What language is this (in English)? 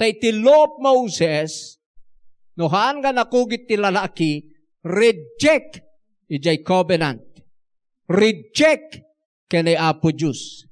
Iloko